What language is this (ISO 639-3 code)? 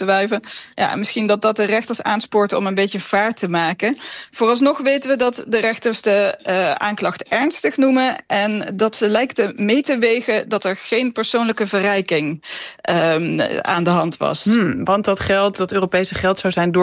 nld